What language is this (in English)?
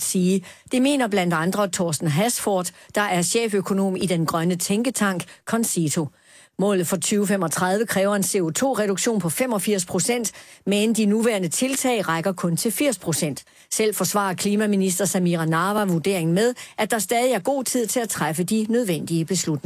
Danish